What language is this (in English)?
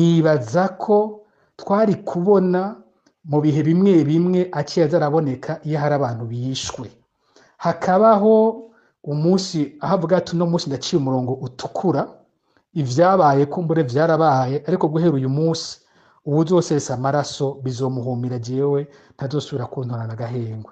Rundi